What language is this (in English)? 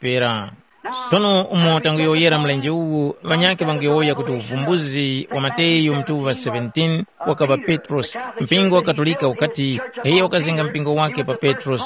Tumbuka